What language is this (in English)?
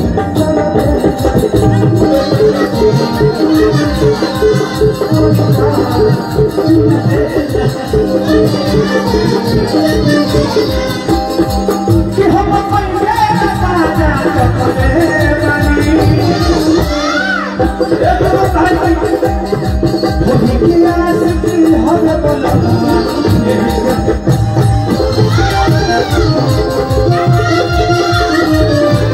Bhojpuri